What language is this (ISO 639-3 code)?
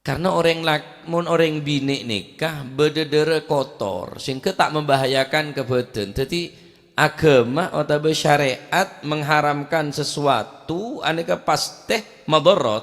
mad